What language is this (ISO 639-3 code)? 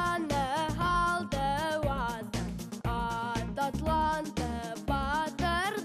bak